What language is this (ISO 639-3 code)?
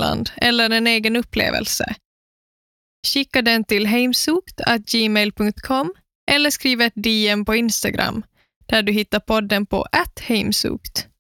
swe